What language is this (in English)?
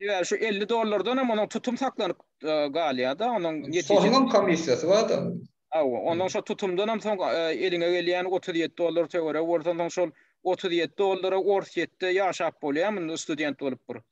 Turkmen